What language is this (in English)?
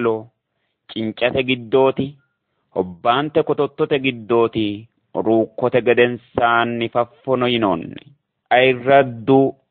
Sidamo